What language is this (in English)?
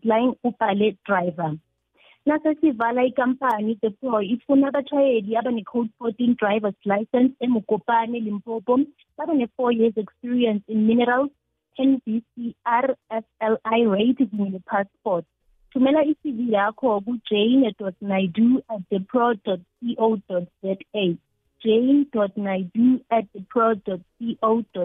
South Ndebele